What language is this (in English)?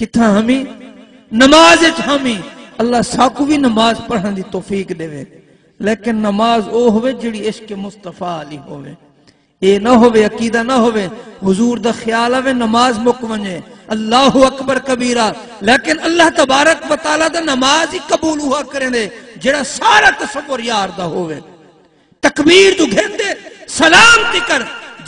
Saraiki